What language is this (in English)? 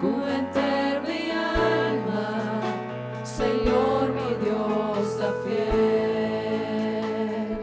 Papiamento